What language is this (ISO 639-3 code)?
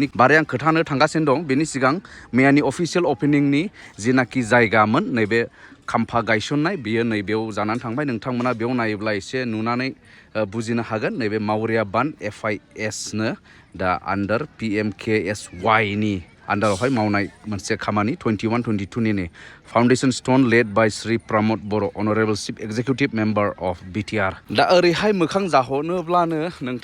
brx